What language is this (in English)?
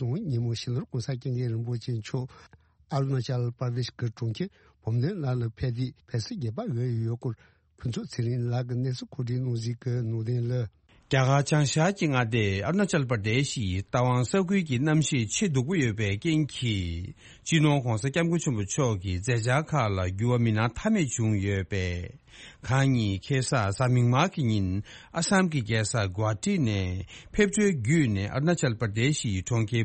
Tibetan